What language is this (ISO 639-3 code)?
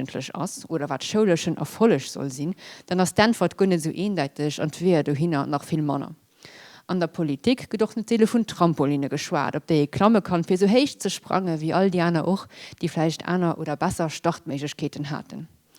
ltz